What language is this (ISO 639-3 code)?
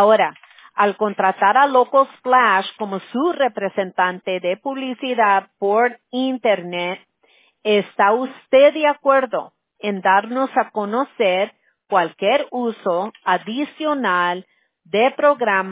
spa